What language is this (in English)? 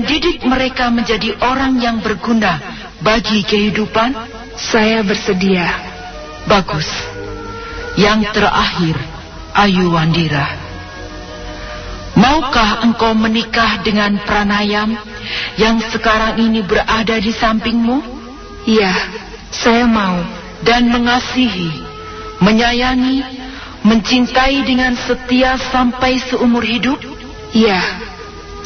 Indonesian